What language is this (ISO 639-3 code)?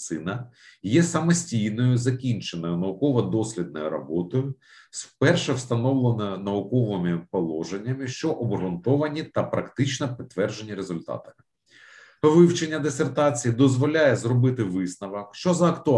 ukr